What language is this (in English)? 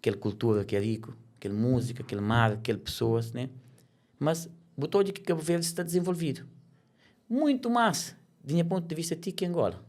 Kabuverdianu